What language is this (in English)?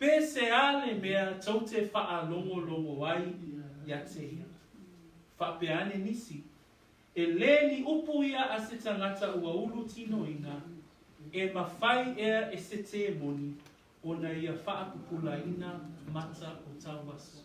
Samoan